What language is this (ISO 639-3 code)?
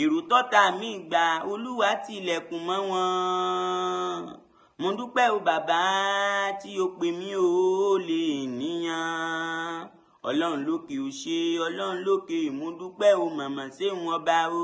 yor